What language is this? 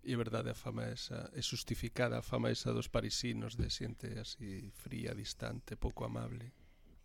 Galician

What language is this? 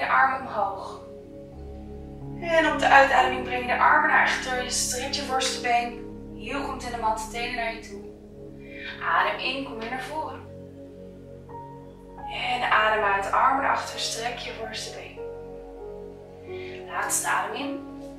Dutch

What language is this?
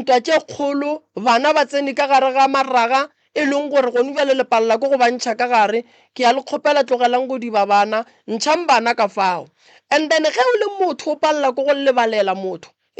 Northern Sotho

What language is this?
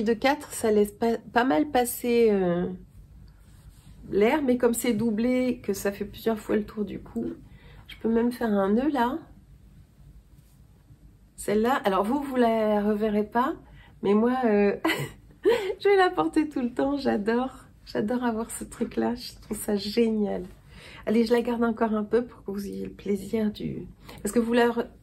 French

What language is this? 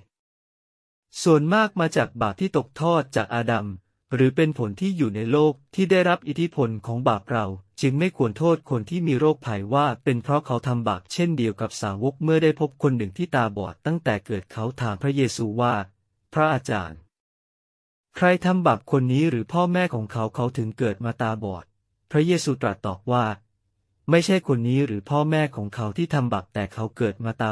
Thai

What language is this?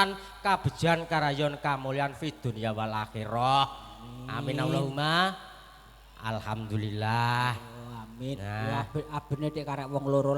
Javanese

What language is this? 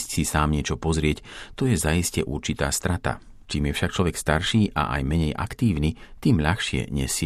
Slovak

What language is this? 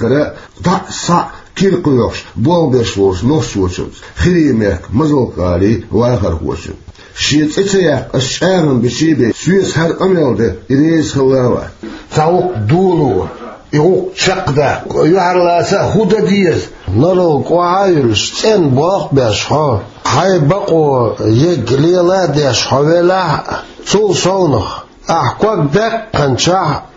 Chechen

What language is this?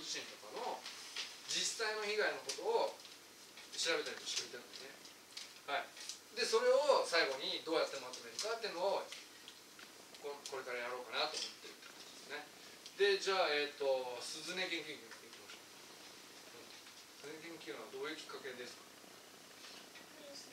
Japanese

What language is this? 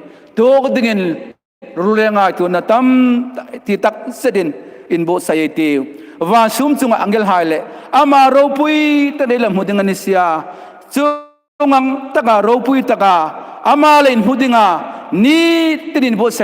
Hmar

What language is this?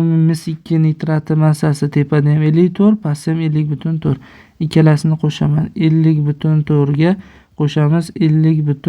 Uzbek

